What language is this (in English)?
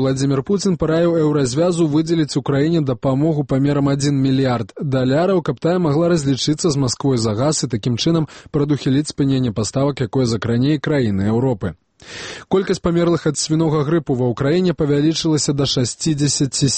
Belarusian